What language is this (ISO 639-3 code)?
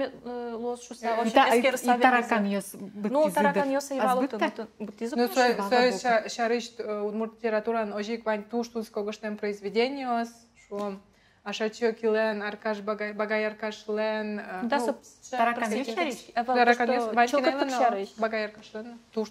udm